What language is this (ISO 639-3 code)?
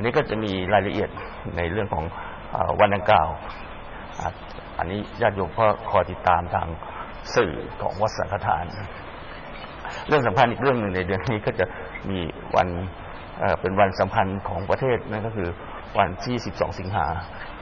tha